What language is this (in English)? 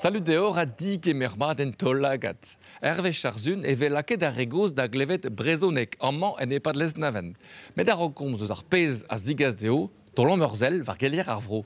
Breton